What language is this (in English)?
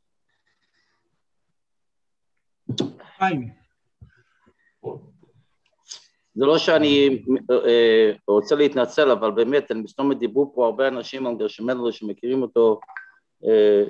Hebrew